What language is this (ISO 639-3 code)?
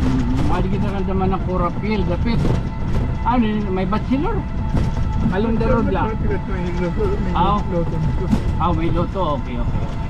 war